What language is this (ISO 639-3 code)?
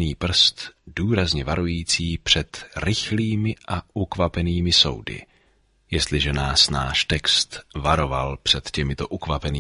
ces